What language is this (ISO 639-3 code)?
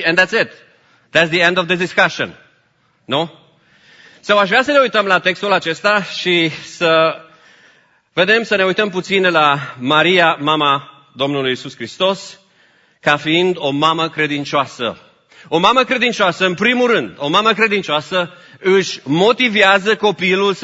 ron